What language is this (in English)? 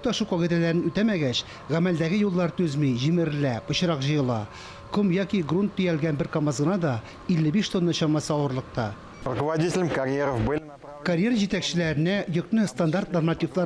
Tatar